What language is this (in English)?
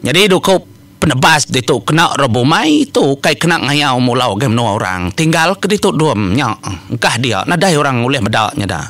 Iban